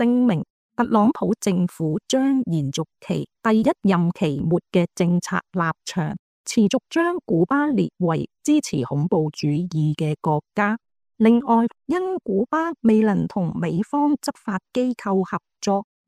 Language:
Cantonese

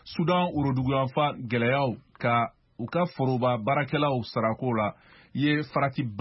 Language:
Bambara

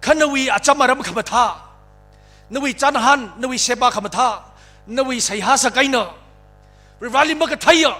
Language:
Tangkhul Naga (India)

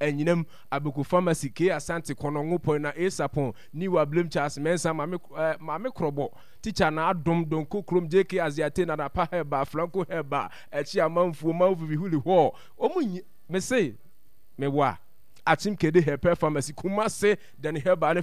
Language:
Akan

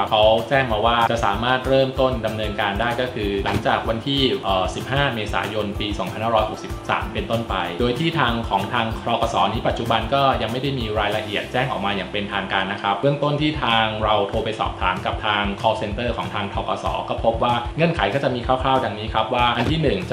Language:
Thai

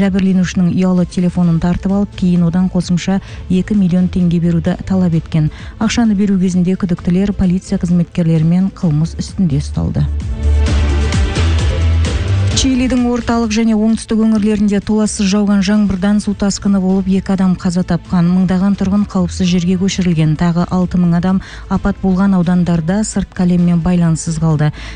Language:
Kazakh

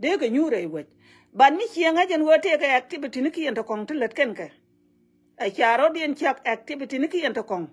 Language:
Nuer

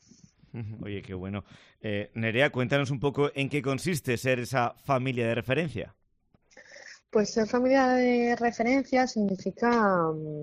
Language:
Spanish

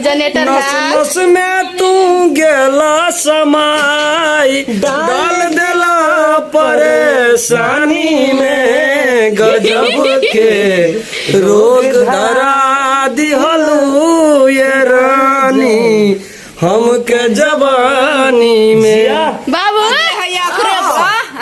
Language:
Maithili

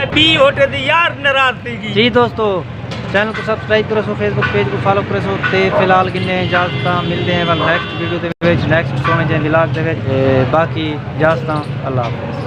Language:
Saraiki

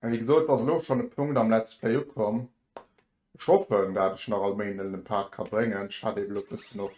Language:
Luxembourgish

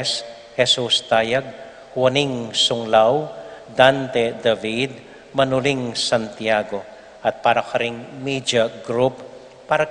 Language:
Pampanga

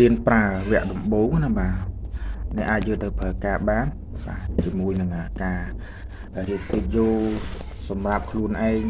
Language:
Khmer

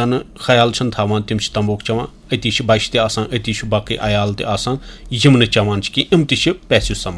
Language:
Kashmiri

